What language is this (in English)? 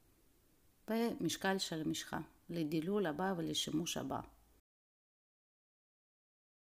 Hebrew